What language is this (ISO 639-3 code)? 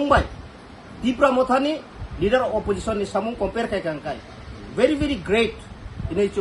trp